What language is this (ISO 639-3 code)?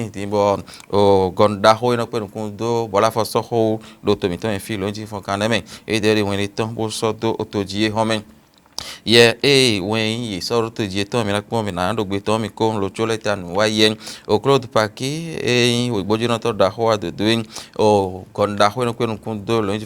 fon